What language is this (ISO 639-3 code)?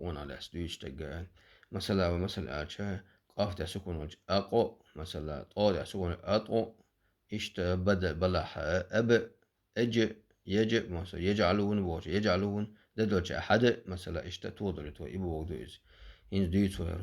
che